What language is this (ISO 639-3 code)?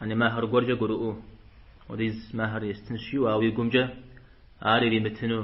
kbd